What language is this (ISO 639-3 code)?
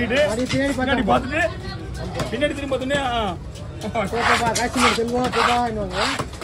tam